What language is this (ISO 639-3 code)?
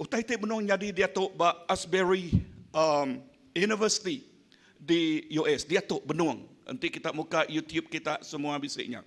iba